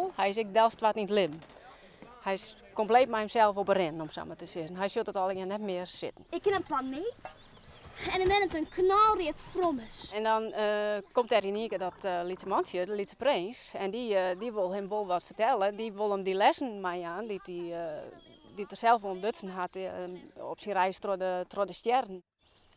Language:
Western Frisian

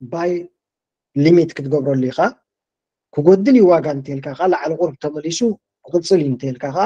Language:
Tigrinya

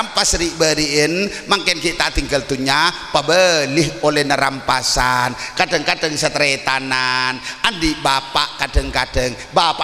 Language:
Madurese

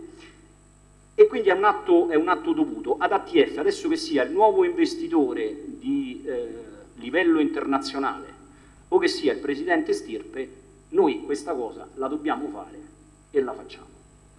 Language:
Italian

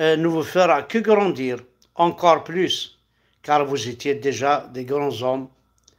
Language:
Kabyle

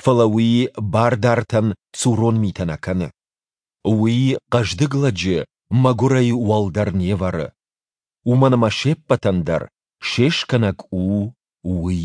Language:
Ossetic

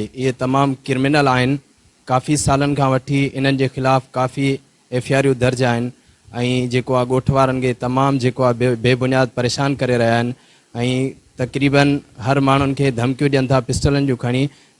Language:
Sindhi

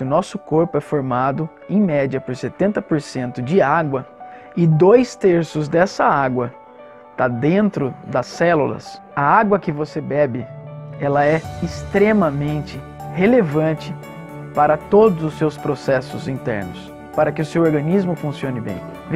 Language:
Portuguese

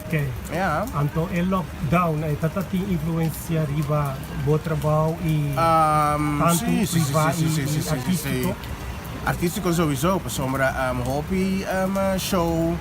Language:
Papiamento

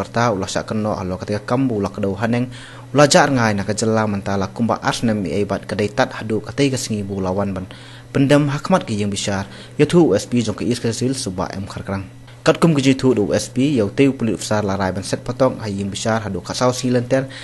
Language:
Khasi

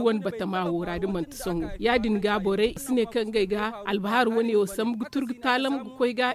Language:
Zarma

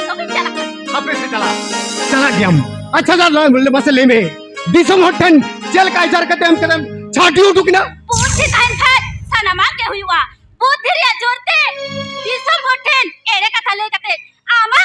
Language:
Santali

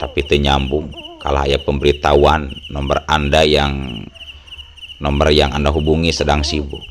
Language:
Sundanese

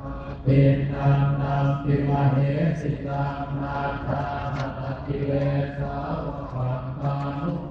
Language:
Pali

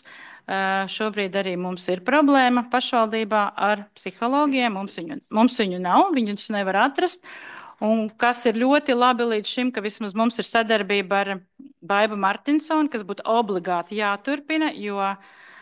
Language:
Latvian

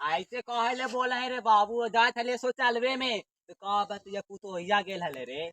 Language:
Magahi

